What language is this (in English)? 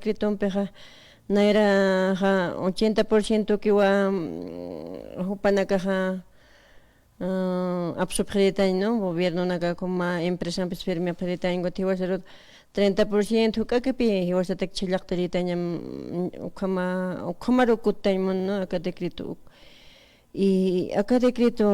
Aymara